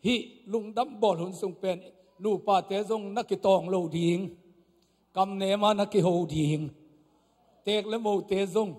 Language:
Tedim Chin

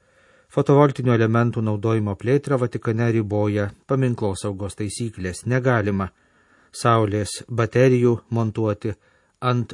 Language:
Lithuanian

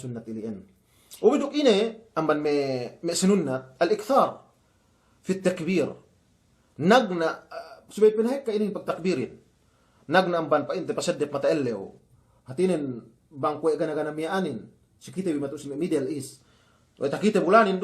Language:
Yakan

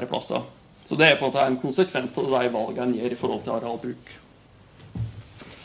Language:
Norwegian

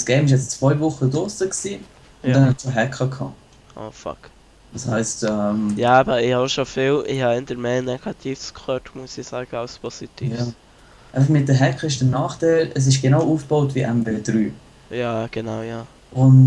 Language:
Swiss German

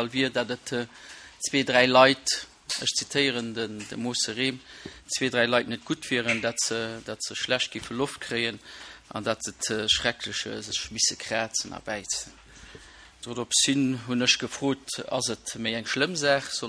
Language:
Luxembourgish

